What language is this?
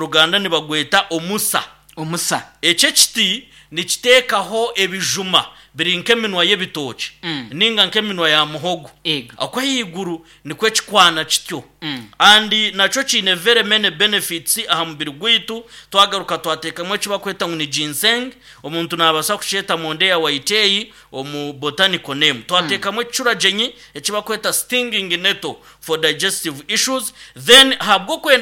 Nyankole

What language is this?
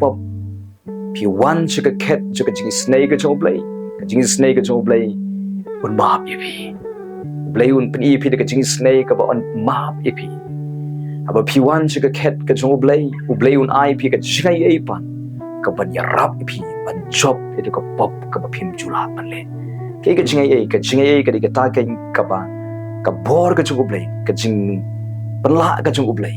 Khasi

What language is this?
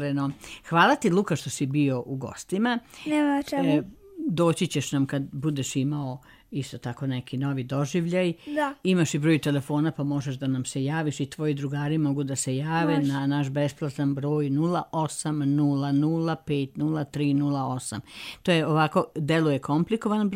Serbian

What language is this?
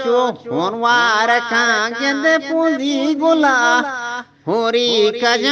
Eastern Balochi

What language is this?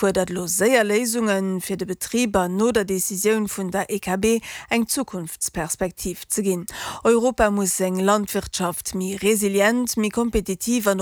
Luxembourgish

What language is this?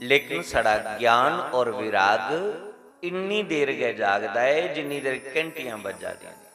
Dogri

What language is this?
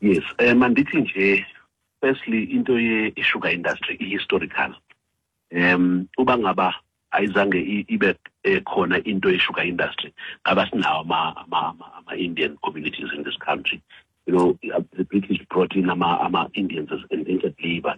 Xhosa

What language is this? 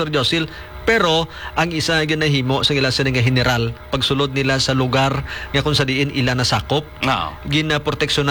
Hiligaynon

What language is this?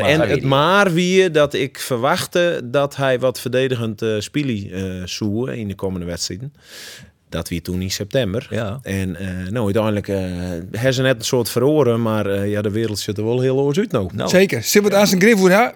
Western Frisian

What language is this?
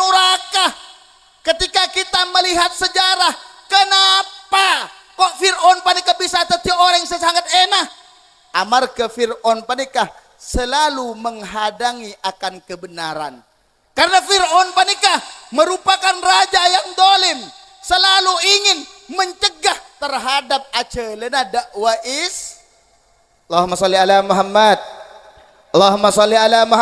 Madurese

